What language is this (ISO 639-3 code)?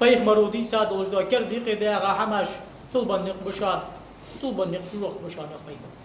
inh